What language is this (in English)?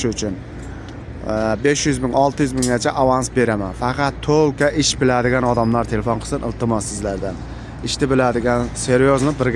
Uzbek